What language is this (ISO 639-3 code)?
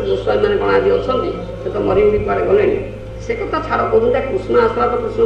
ori